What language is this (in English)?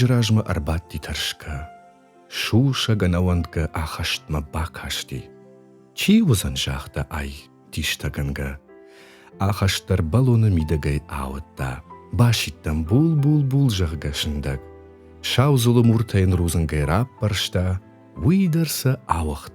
Ossetic